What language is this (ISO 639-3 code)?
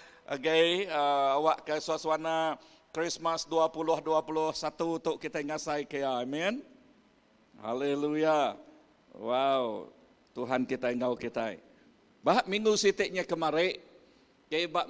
iba